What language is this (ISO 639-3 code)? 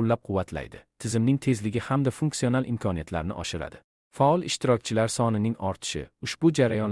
uzb